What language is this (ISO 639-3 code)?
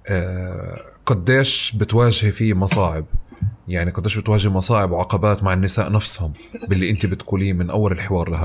apc